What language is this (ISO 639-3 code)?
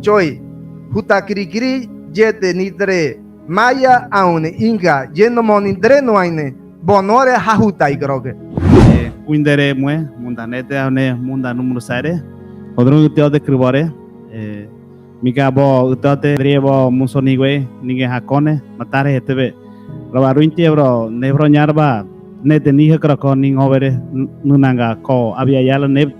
gym